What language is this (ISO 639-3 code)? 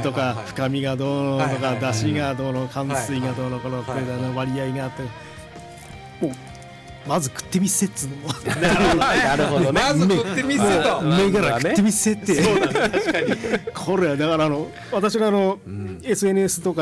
jpn